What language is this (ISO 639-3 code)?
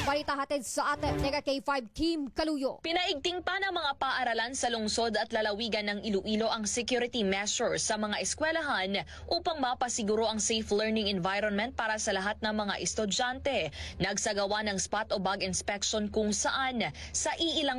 fil